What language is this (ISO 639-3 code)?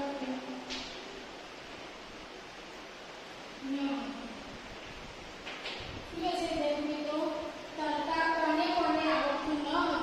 guj